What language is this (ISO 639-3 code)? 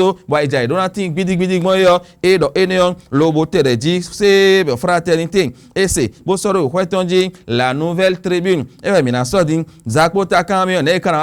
fon